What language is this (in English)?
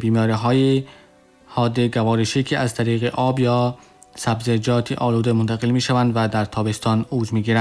Tajik